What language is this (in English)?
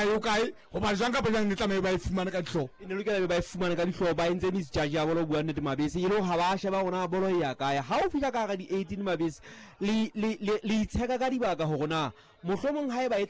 Southern Sotho